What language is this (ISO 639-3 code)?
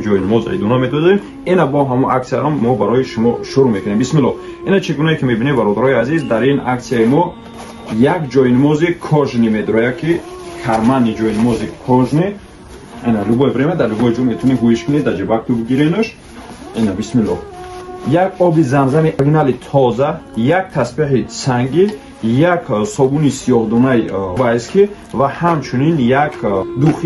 tgk